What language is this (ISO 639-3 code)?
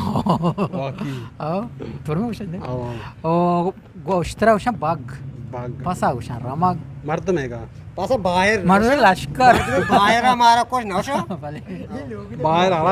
bgp